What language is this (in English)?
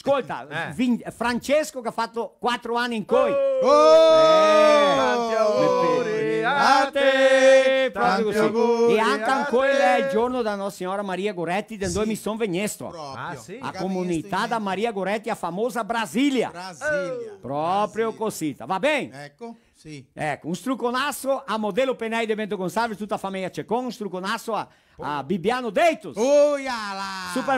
Venetian